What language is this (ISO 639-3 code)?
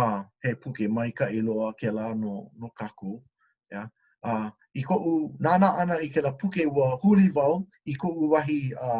haw